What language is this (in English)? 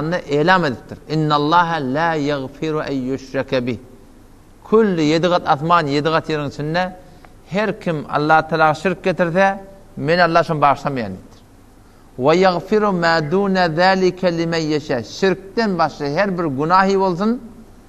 Turkmen